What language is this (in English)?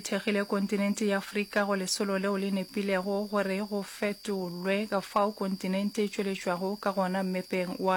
Northern Sotho